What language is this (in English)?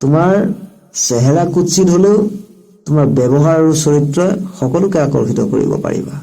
Assamese